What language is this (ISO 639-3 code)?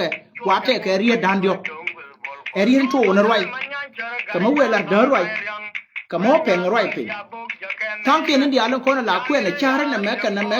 nus